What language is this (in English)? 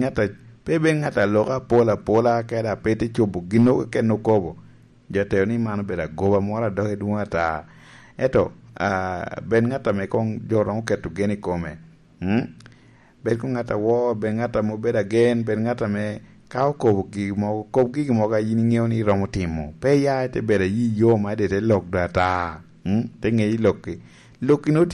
Lango (Uganda)